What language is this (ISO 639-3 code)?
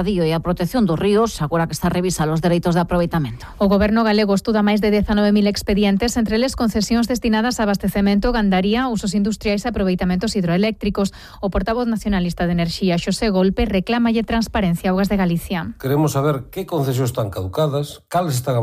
glg